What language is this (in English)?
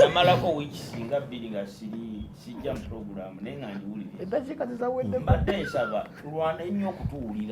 Ganda